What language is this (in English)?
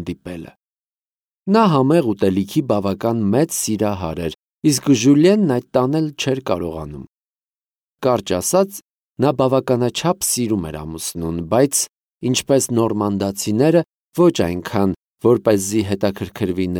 Armenian